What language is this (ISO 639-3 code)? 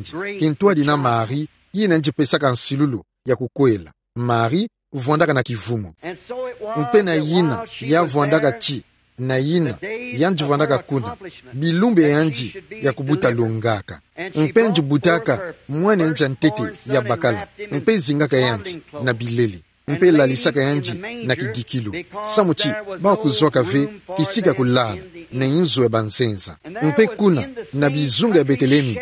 ktu